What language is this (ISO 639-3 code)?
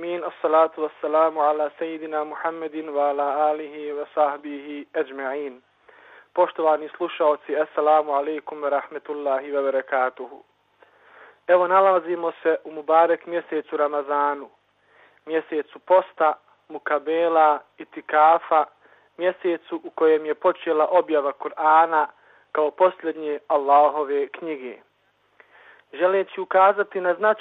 bos